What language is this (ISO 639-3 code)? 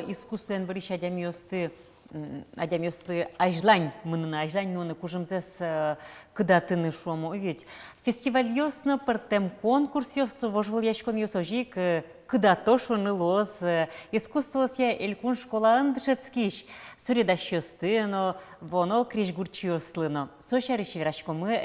udm